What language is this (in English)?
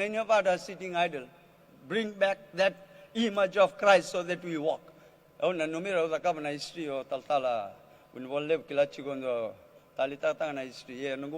Fijian